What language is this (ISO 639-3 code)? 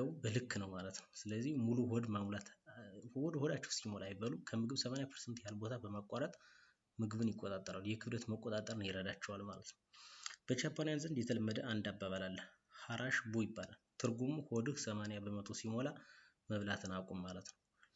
amh